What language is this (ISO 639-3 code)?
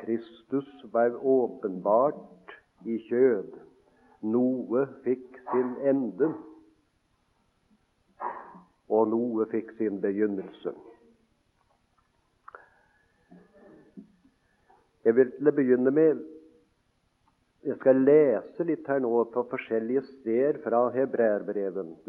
nor